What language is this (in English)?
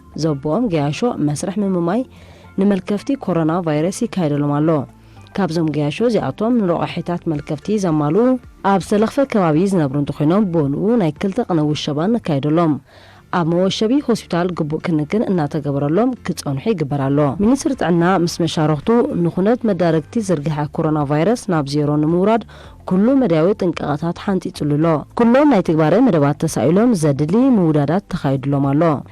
Tigrinya